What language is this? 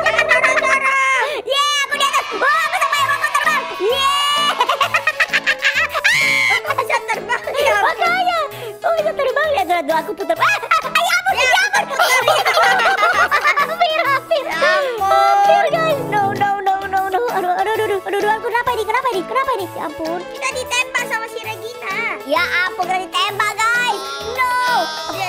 Indonesian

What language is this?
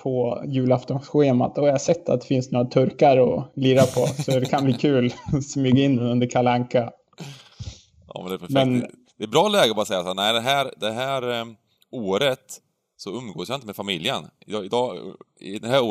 Swedish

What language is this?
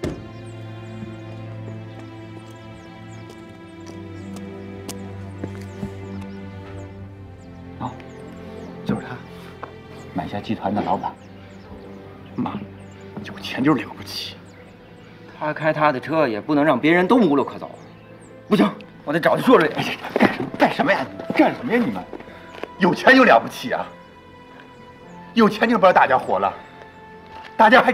Chinese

